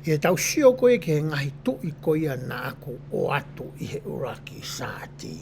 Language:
Tongan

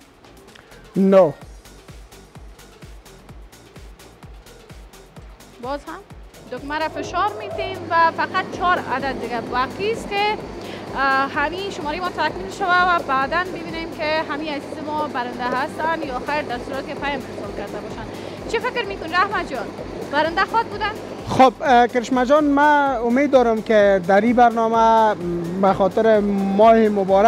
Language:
Persian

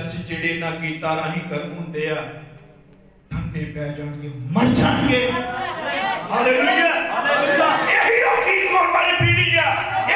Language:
Punjabi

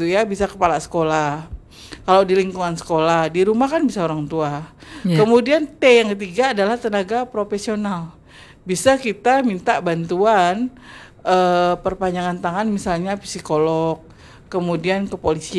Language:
Indonesian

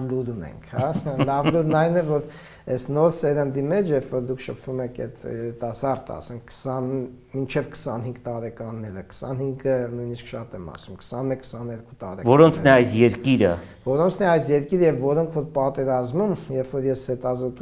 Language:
Armenian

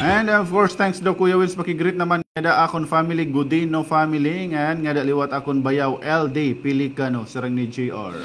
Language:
Waray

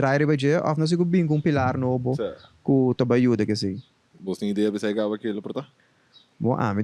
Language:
Papiamento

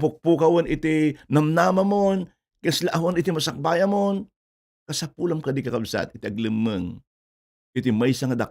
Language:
Iloko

